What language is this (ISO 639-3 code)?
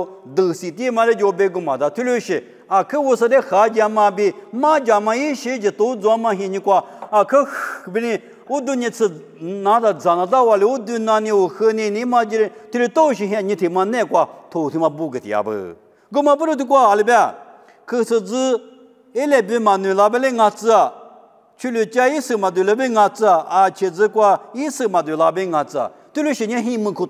lis